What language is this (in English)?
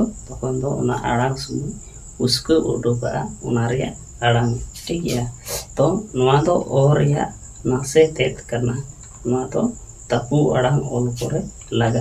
Santali